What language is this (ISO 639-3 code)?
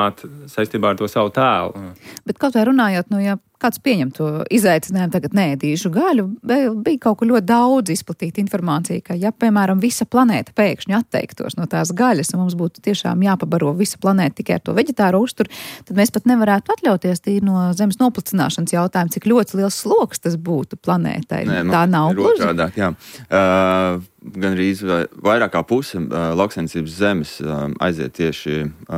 lav